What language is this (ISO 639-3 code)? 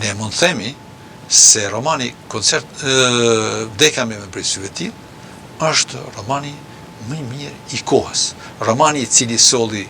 sqi